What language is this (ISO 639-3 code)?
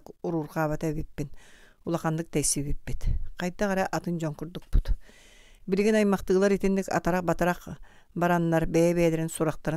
sah